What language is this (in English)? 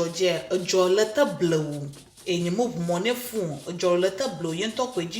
Ewe